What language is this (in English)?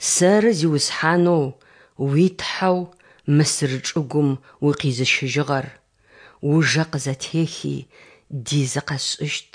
Adyghe